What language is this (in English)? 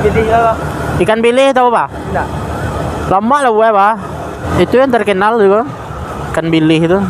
Minangkabau